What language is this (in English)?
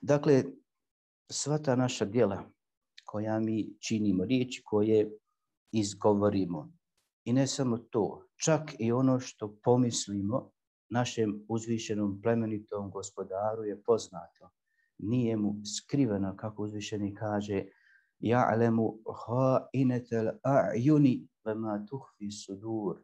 Bosnian